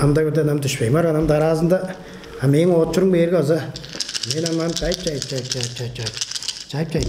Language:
Tuvinian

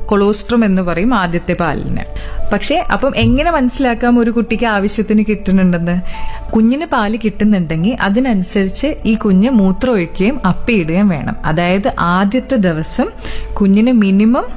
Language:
Malayalam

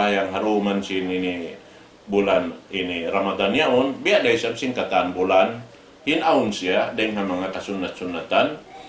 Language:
Tausug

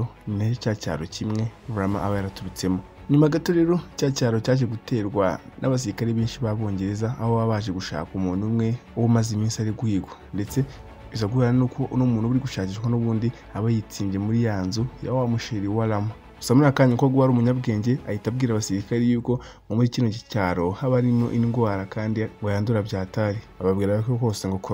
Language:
Kinyarwanda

